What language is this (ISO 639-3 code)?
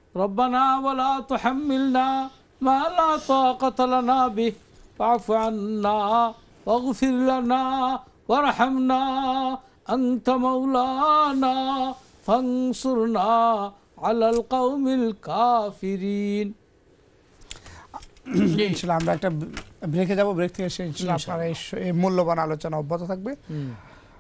ben